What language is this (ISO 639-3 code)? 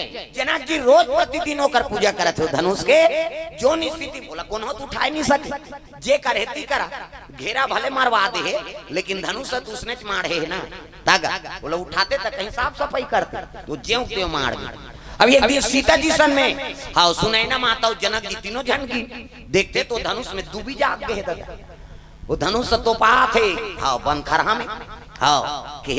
hne